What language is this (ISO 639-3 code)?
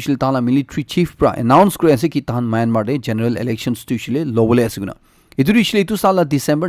nag